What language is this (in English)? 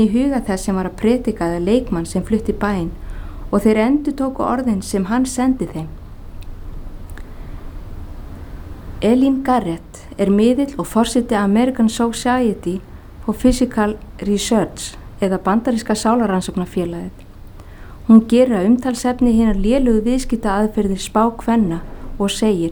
Icelandic